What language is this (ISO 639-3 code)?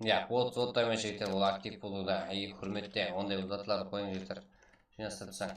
kaa